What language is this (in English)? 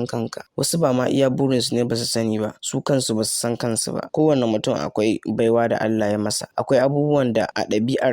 Hausa